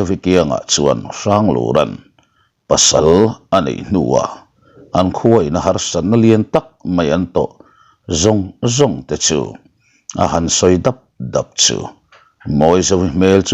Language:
Mizo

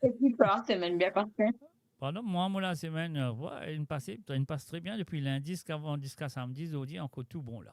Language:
Morisyen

